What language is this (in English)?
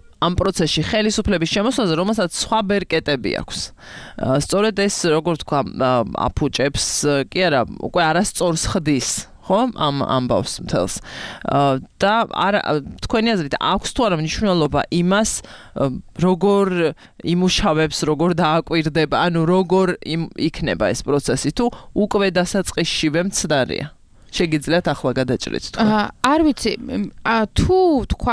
Georgian